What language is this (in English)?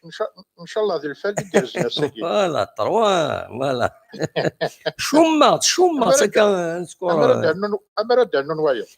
Kabyle